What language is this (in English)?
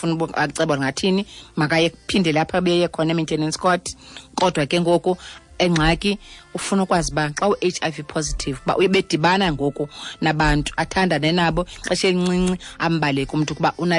Xhosa